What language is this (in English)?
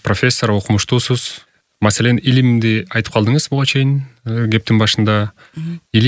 Kyrgyz